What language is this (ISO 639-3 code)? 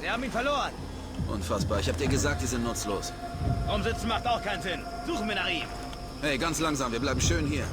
bar